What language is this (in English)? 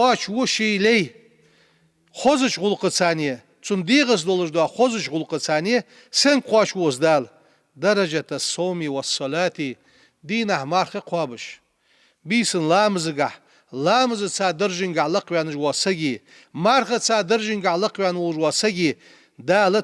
Ingush